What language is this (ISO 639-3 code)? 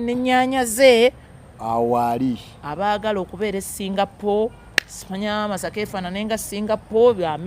lug